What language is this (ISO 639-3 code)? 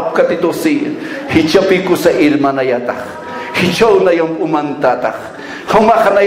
aym